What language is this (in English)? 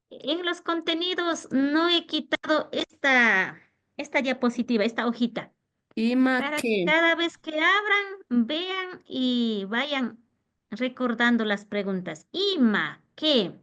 Imbabura Highland Quichua